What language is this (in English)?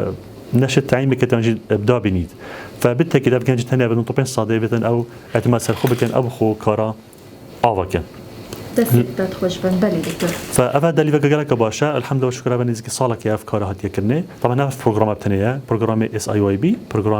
Kurdish